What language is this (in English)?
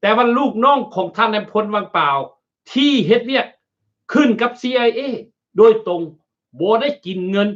Lao